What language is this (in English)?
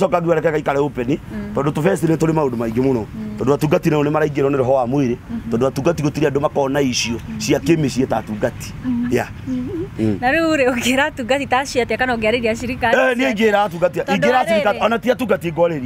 Kikuyu